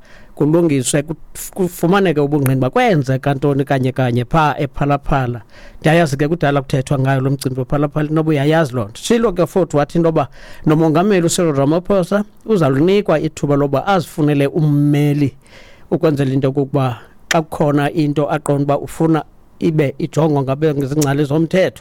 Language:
Xhosa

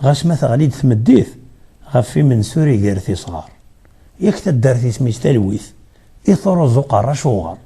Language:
Kabyle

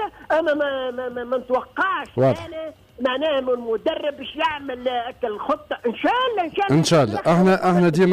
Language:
Tunisian Arabic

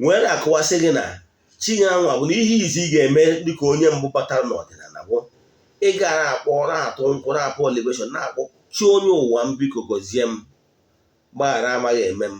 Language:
Igbo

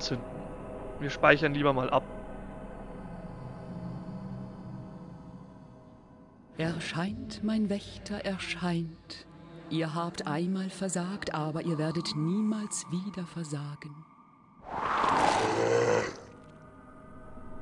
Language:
German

